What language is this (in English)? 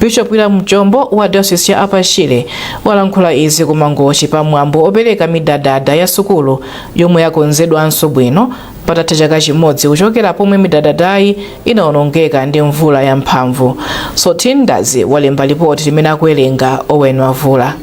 Nyanja